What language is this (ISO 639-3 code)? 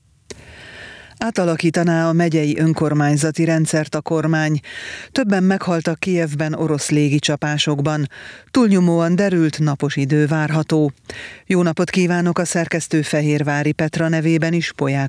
hun